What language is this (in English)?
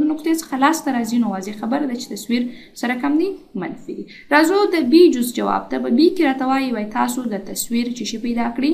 Pashto